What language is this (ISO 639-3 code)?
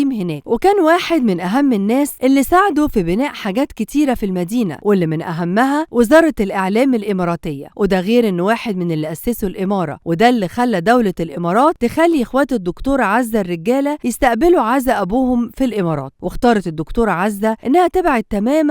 arz